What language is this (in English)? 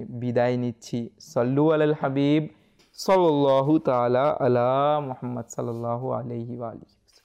Bangla